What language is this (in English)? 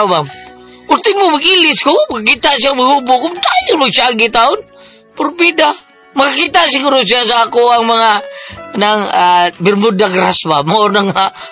Cebuano